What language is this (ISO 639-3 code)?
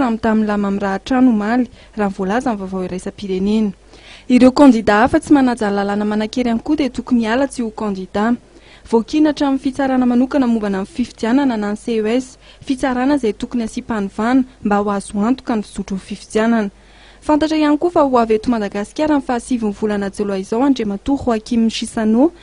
mlg